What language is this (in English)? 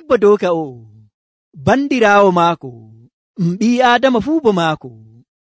Nigerian Fulfulde